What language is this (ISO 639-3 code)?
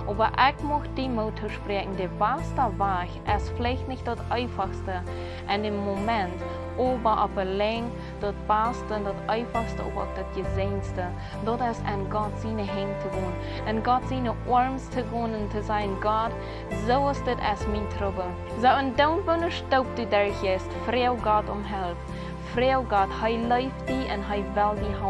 pdt